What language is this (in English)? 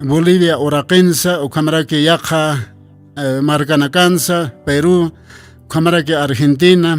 Aymara